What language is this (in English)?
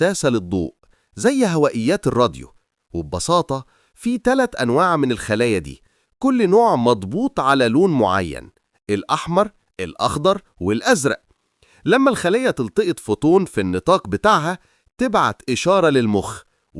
Egyptian Arabic